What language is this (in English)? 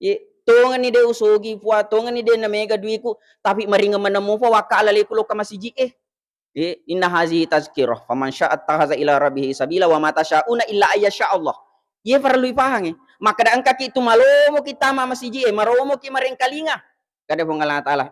Buginese